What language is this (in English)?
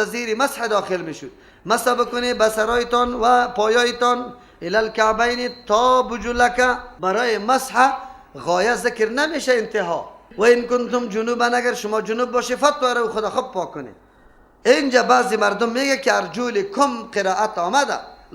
Persian